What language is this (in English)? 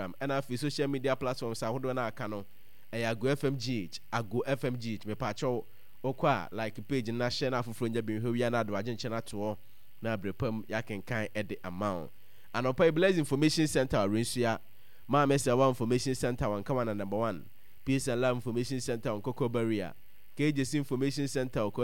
Akan